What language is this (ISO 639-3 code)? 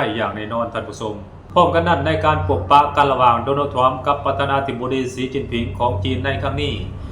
lao